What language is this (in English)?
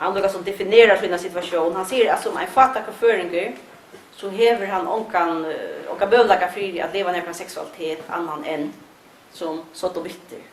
Faroese